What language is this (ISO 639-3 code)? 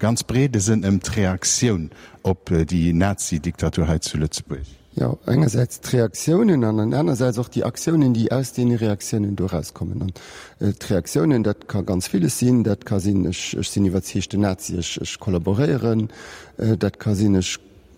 ltz